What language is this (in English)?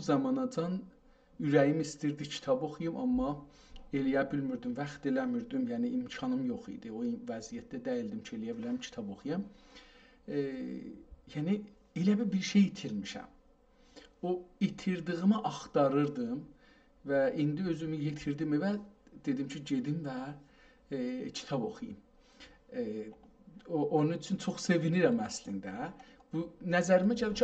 South Azerbaijani